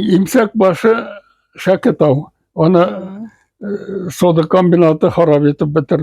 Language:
Bashkir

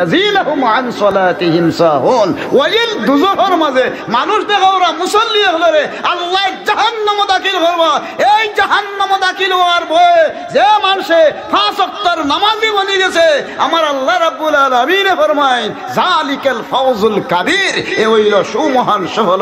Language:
Sylheti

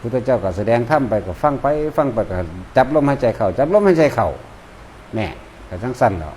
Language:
Northeastern Thai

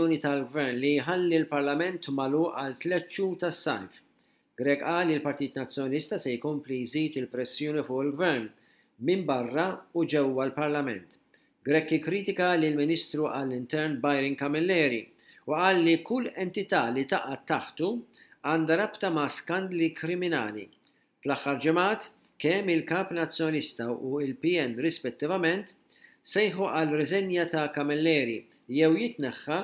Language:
Maltese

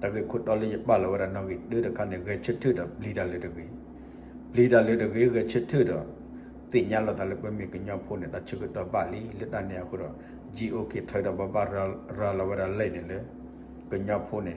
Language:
S'gaw Karen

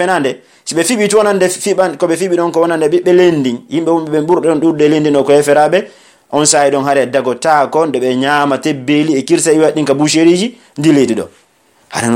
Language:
Pular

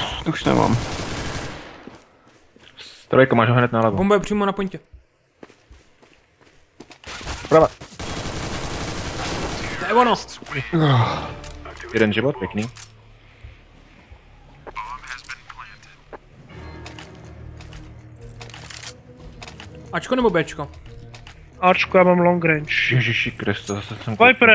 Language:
Czech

